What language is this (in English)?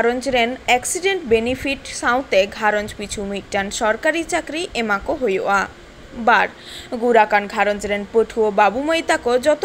Santali